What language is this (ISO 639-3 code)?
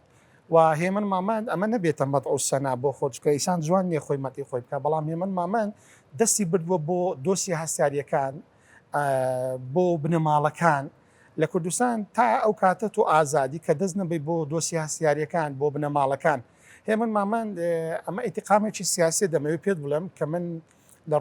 ckb